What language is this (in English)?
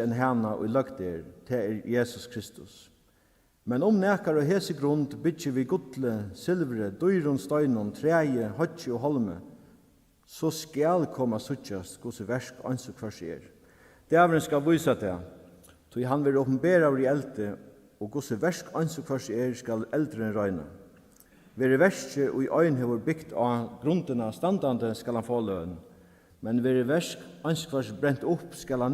Faroese